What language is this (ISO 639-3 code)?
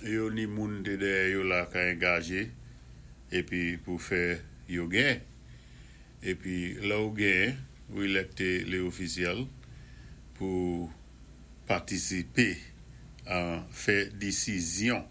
acf